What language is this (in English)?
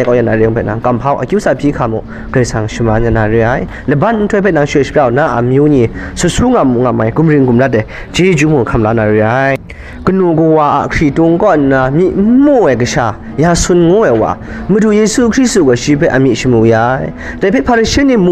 Kachin